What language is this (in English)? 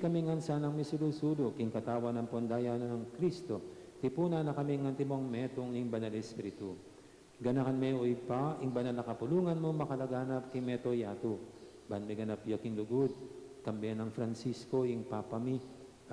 Pampanga